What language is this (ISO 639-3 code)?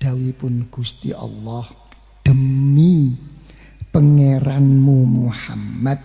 jav